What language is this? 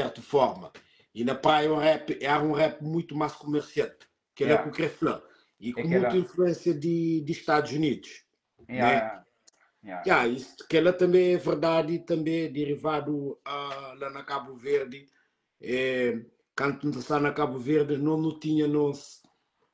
Kabuverdianu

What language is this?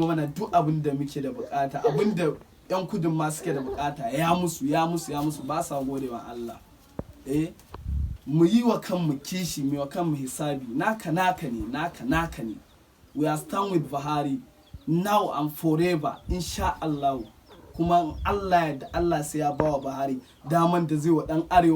Hausa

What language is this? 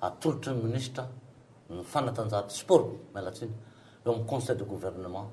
Malagasy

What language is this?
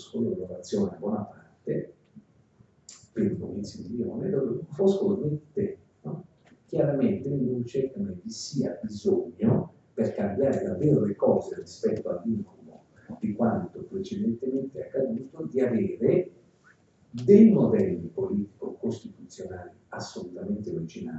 Italian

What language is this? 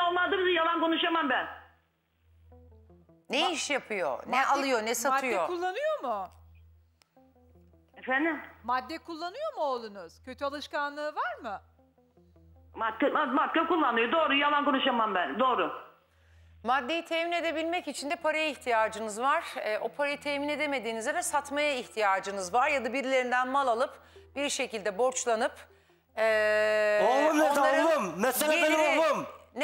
Turkish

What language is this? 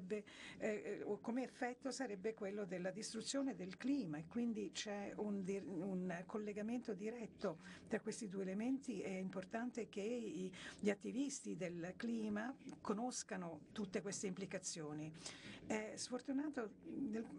Italian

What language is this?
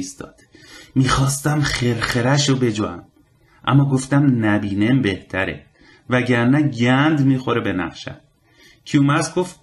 Persian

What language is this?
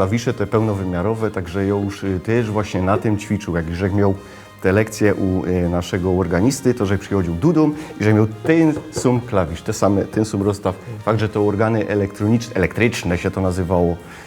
Silesian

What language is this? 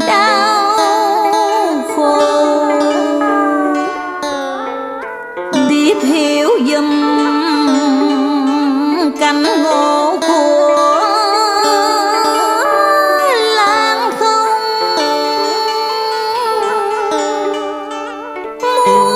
Vietnamese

